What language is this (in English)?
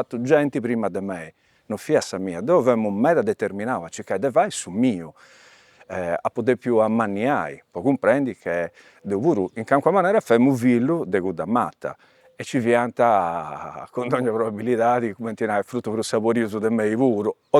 Sardinian